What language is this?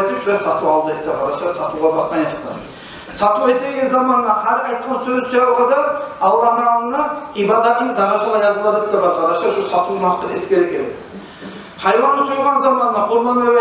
Kumyk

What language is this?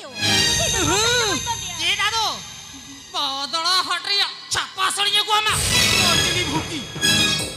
Santali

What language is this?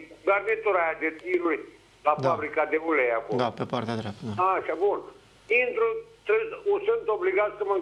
Romanian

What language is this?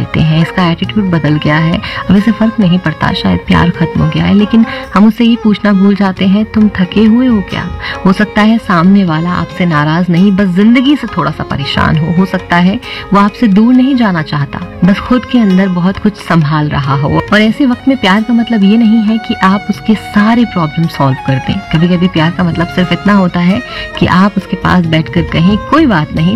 Hindi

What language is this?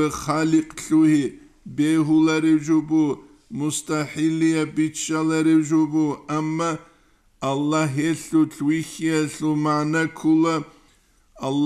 Avaric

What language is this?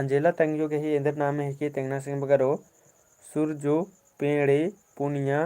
Kurukh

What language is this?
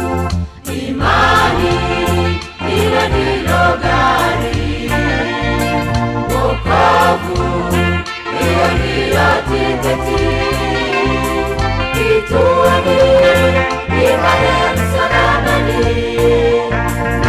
Swahili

